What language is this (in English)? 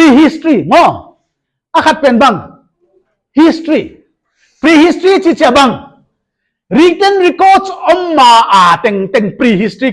Paite Chin